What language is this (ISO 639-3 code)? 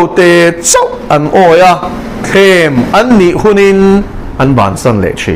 lus